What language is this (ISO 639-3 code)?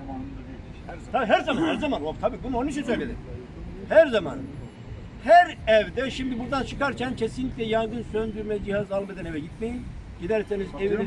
tur